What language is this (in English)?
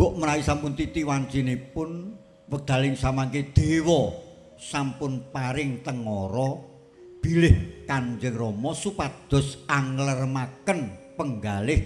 Javanese